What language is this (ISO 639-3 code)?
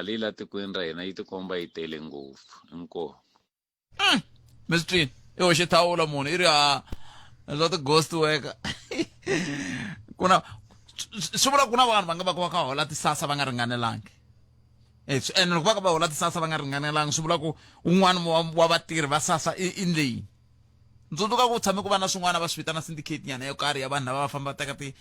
tso